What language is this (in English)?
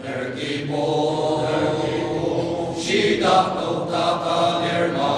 Ao Naga